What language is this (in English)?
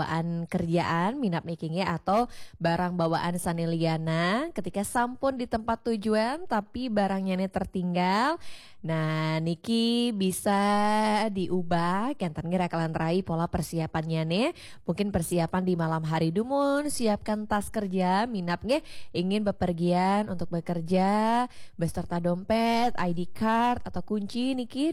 Balinese